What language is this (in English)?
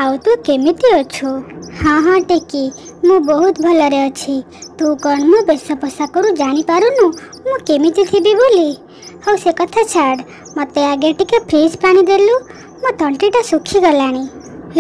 Odia